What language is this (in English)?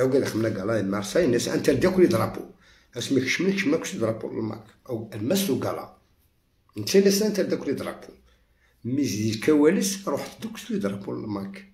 Algerian Arabic